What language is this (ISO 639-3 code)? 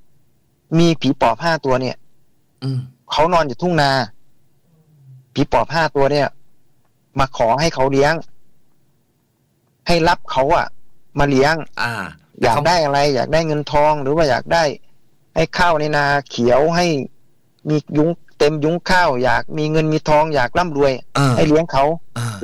tha